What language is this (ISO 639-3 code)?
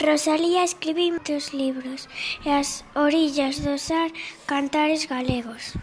glg